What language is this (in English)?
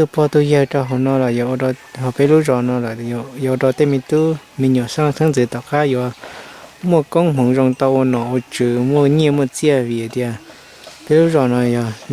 Hmong